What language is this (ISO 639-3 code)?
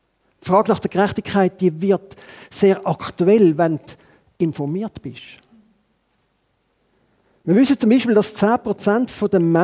deu